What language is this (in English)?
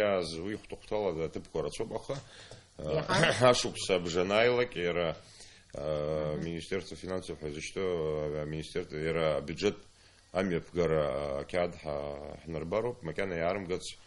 Abkhazian